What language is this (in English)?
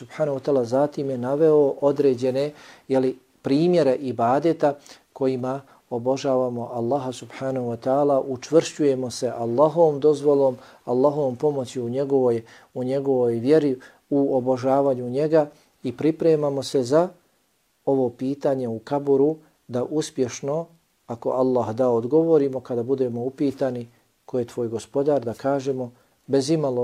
Bosnian